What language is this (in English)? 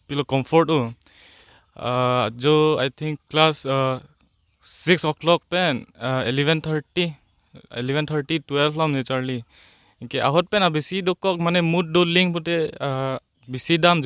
Karbi